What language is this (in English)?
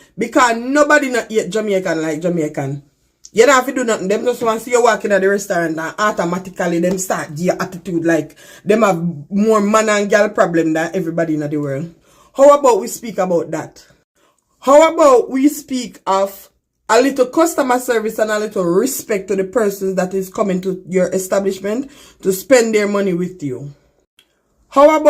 Jamaican Creole English